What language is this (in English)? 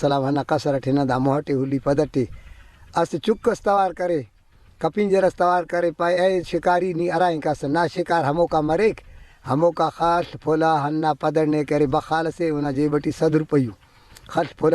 Brahui